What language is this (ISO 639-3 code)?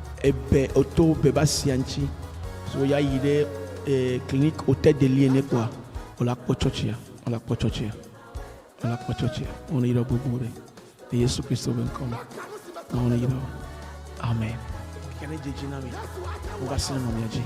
ewe